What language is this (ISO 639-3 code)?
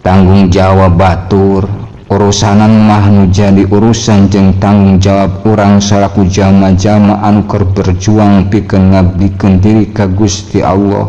sun